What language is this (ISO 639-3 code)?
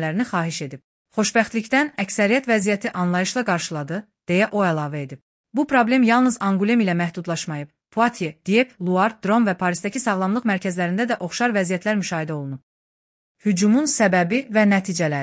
aze